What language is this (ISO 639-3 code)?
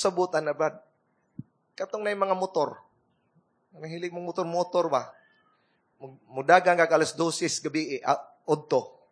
ceb